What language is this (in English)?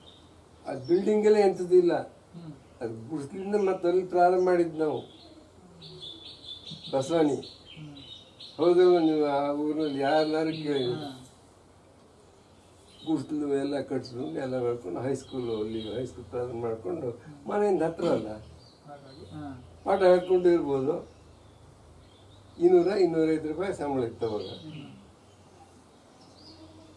Kannada